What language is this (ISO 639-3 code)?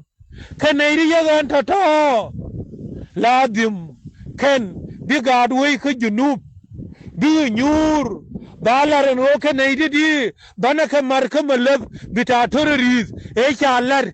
nus